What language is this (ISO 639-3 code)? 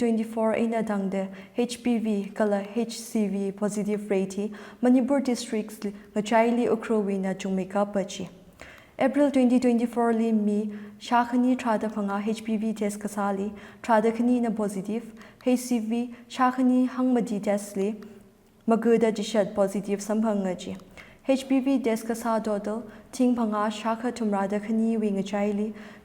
nmf